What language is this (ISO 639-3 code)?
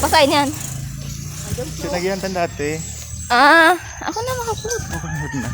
bik